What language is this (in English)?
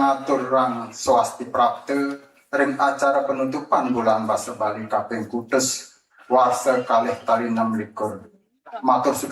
Balinese